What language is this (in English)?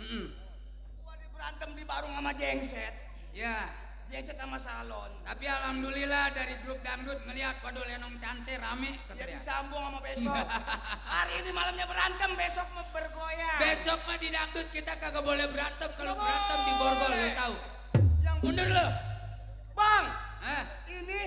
Betawi